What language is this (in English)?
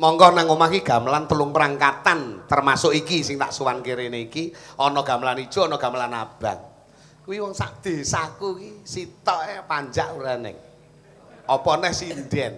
Javanese